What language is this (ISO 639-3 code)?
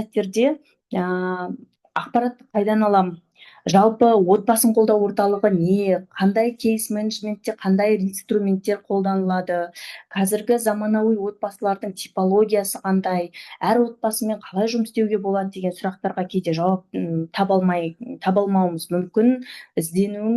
kaz